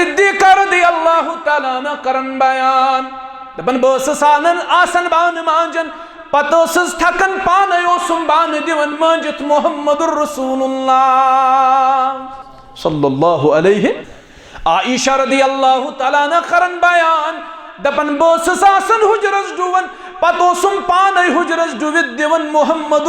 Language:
Kashmiri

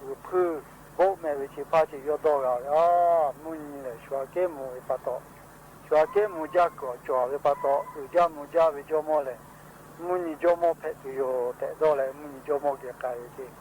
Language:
Lahu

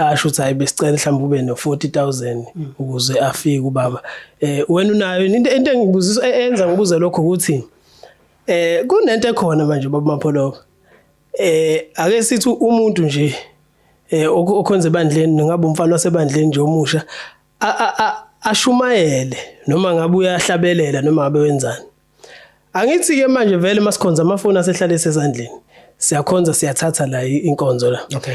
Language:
Zulu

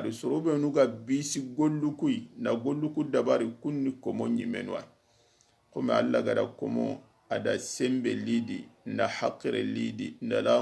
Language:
Soninke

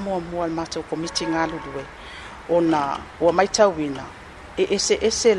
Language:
Samoan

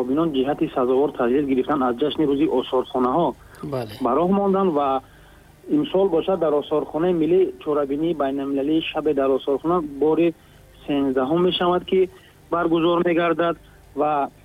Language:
Tajik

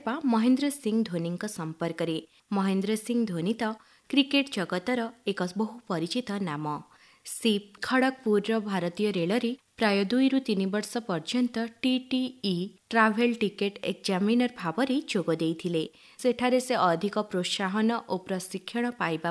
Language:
Odia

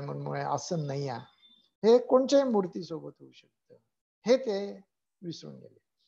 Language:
Marathi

